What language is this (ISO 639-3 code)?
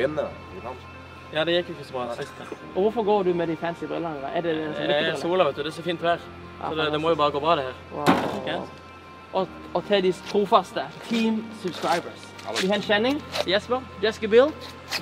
nor